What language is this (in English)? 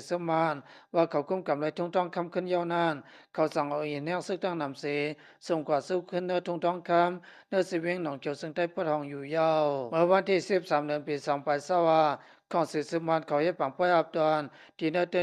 Lao